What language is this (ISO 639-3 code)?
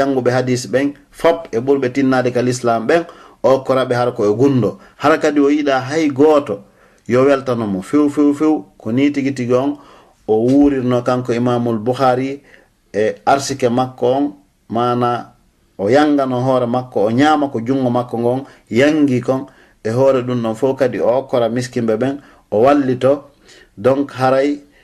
ful